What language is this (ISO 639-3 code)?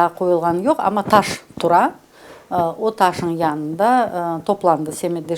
crh